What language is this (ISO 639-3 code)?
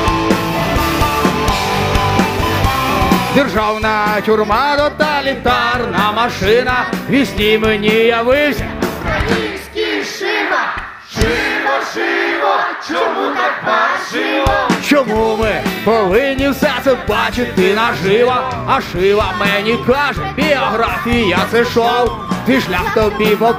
ukr